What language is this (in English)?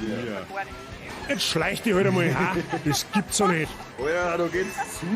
Bavarian